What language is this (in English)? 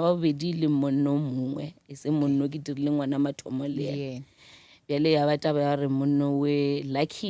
Northern Sotho